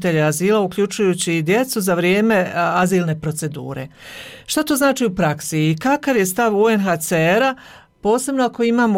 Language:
Bosnian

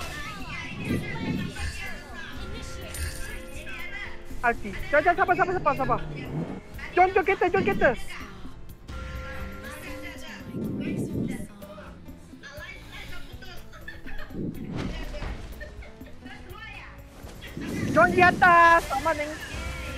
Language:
Malay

